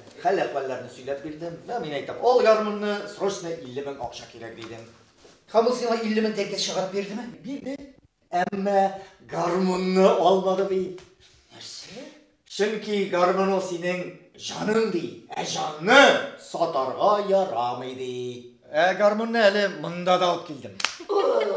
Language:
Tatar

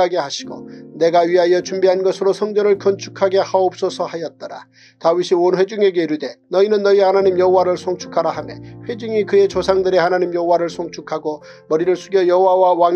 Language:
Korean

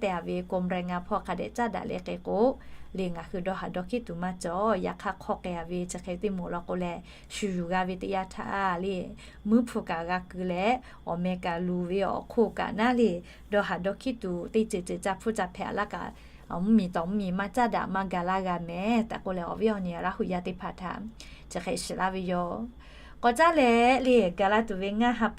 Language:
Lahu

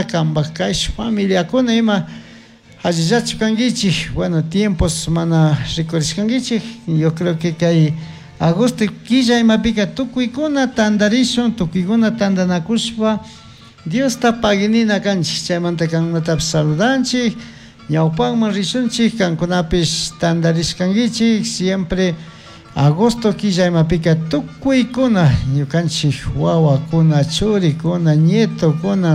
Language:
Chimborazo Highland Quichua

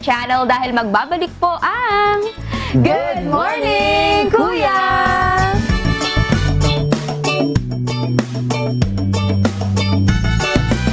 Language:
Filipino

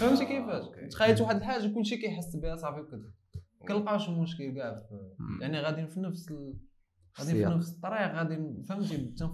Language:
Moroccan Arabic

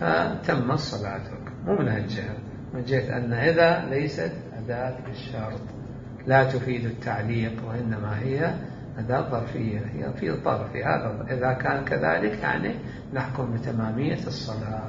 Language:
Mesopotamian Arabic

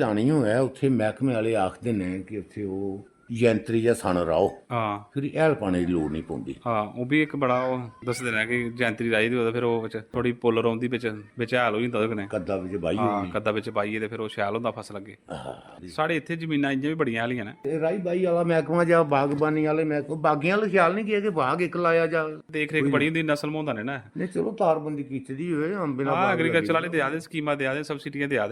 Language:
Dogri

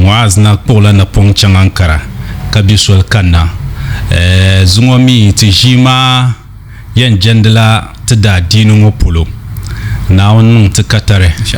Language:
Dagbani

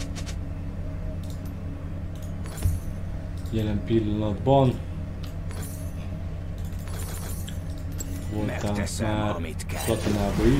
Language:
Hungarian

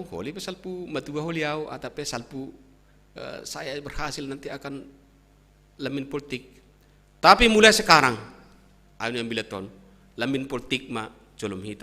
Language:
Batak Simalungun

